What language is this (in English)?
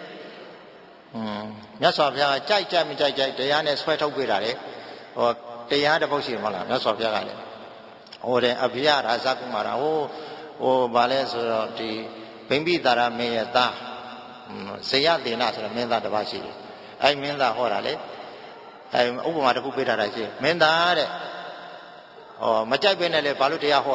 Burmese